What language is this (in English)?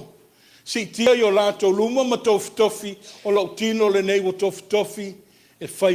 Samoan